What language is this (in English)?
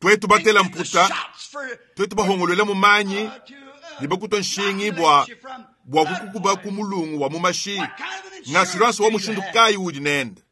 Luba-Lulua